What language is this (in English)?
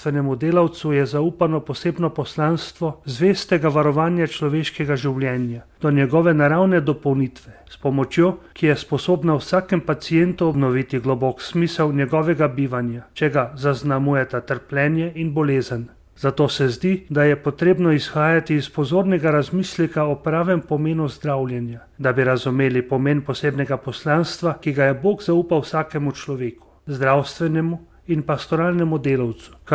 Slovenian